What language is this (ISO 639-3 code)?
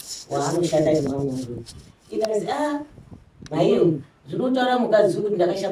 sna